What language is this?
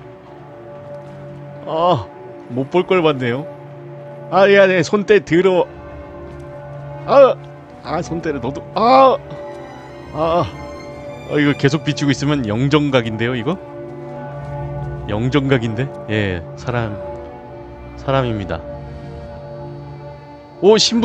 Korean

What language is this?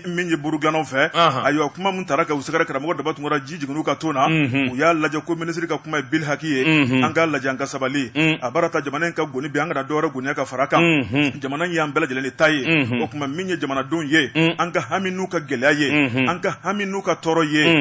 Bambara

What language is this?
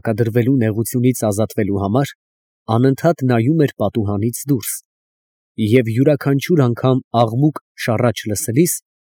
Armenian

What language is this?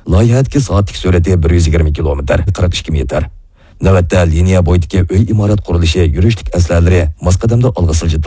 Uyghur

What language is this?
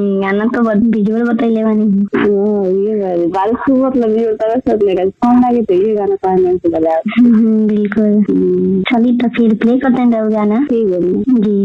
Bhojpuri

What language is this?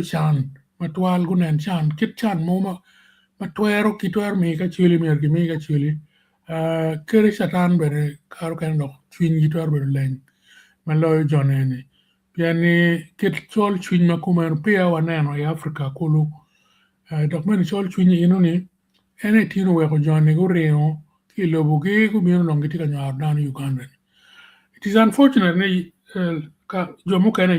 Acoli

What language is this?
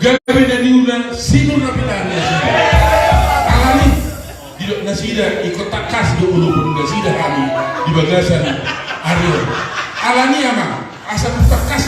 Batak Toba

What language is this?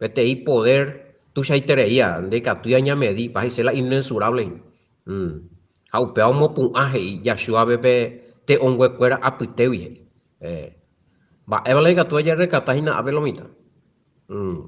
Guarani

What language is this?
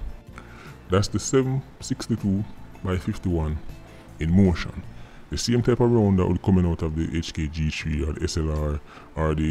Jamaican Creole English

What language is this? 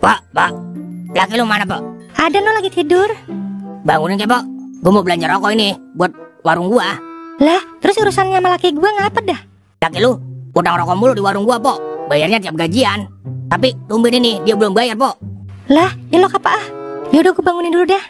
Betawi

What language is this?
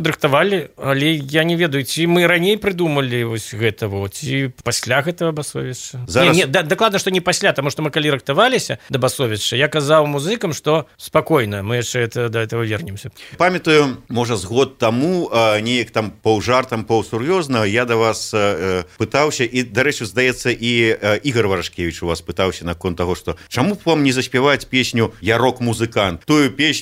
Belarusian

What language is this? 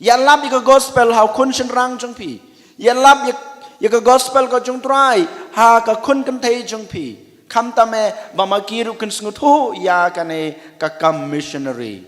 Khasi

